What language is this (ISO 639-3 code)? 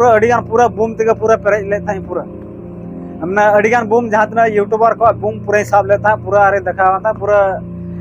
sat